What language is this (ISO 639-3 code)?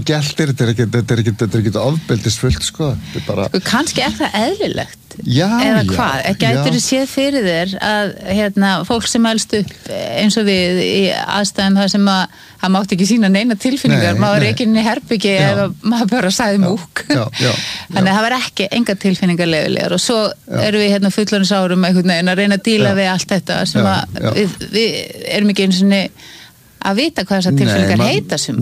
isl